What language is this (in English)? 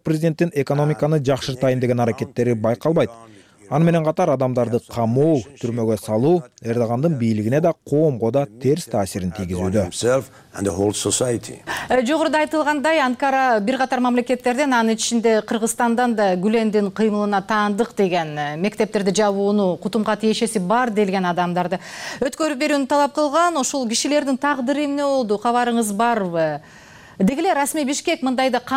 Kyrgyz